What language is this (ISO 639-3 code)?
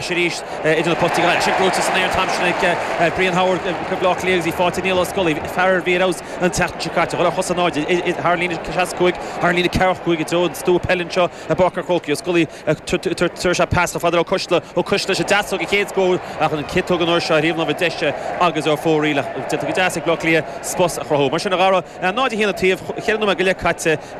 gle